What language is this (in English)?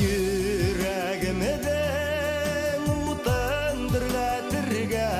Bashkir